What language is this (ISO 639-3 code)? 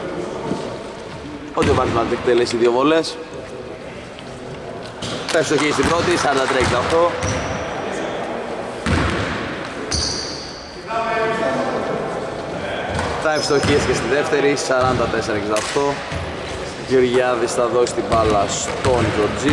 ell